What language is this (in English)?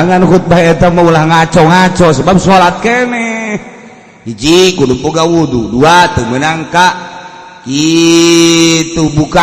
Sundanese